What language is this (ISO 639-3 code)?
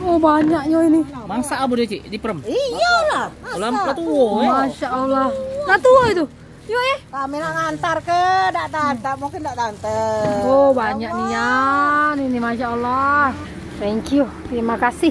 mui